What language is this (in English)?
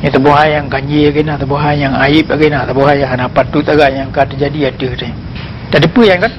Achinese